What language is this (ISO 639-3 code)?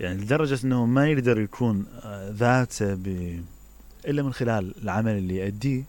acm